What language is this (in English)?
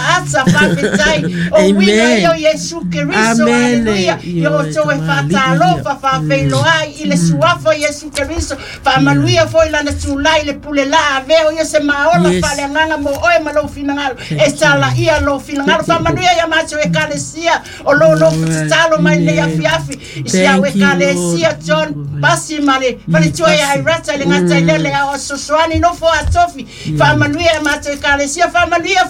Samoan